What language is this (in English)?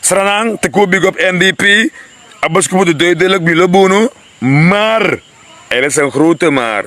Sranan Tongo